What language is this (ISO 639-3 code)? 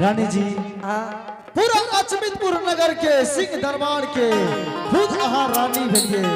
anp